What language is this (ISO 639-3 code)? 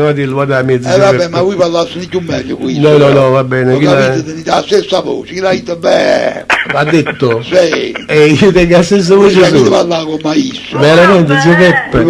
nap